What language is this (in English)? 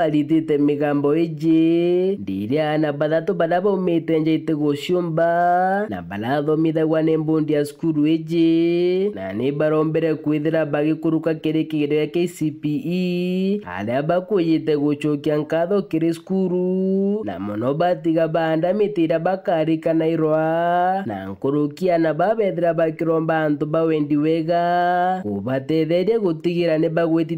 Meru